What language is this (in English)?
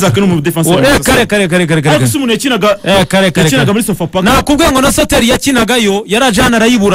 Kinyarwanda